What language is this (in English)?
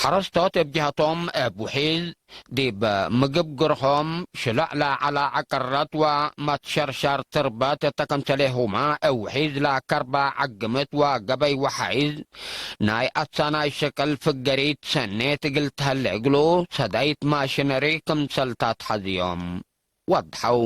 Tigre